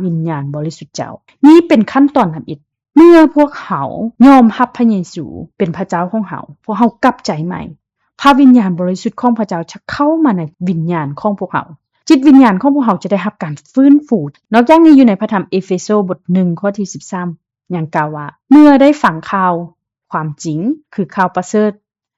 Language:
Lao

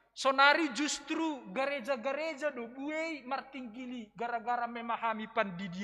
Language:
Batak Simalungun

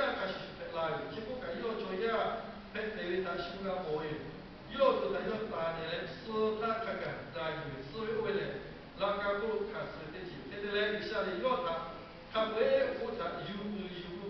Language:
Lahu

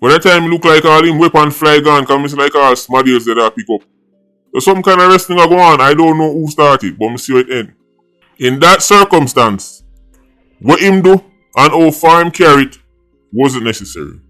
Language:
Jamaican Creole English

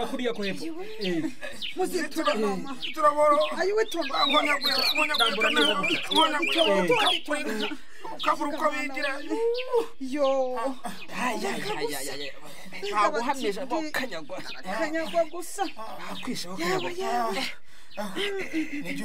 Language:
Kinyarwanda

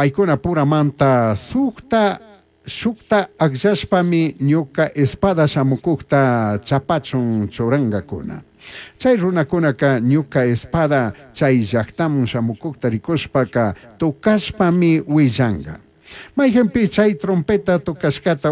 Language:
Chimborazo Highland Quichua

